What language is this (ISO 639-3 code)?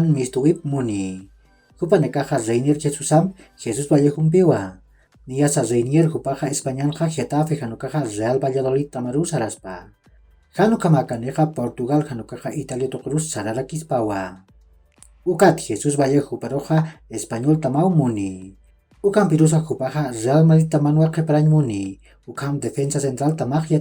aym